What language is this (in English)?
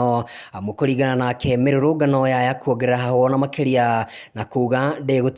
Kikuyu